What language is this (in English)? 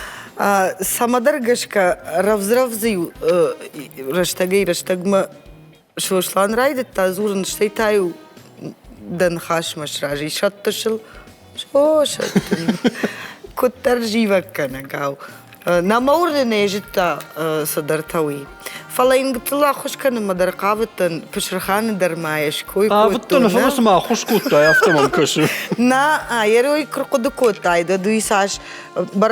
Ossetic